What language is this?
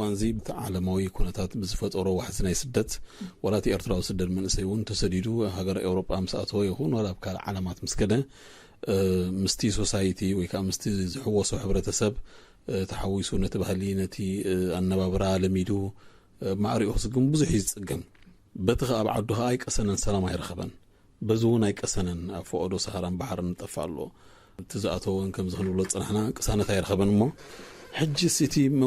Tigrinya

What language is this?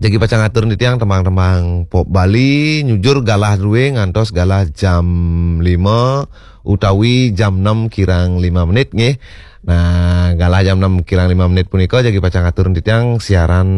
Balinese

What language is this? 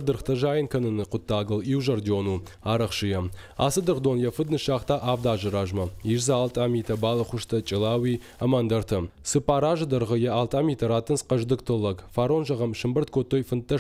Ossetic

